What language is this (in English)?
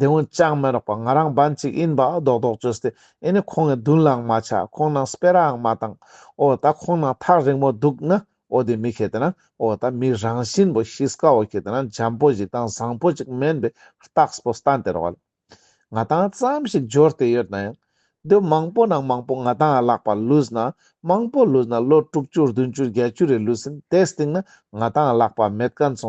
Ladakhi